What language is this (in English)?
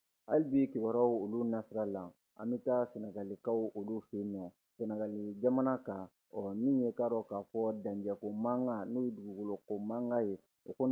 Bambara